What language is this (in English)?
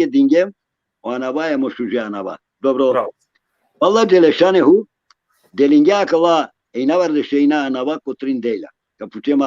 Balkan Romani